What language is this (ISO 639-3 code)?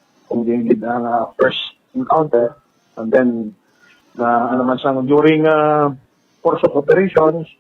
hil